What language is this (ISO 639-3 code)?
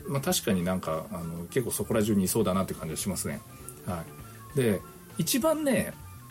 jpn